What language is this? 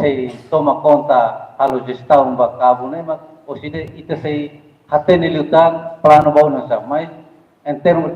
Tetum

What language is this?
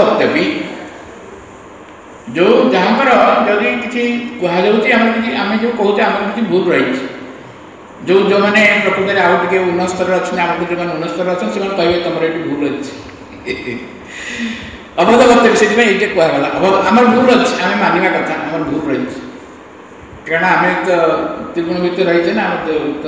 Odia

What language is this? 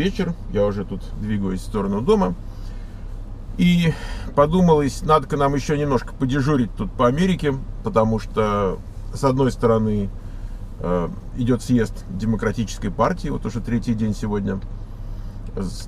Russian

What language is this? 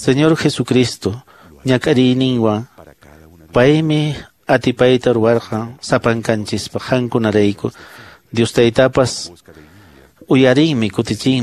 Quechua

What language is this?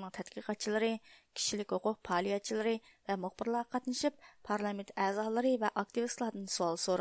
Uyghur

